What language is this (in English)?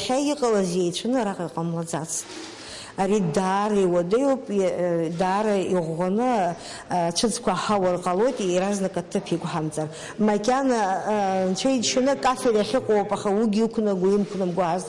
Abkhazian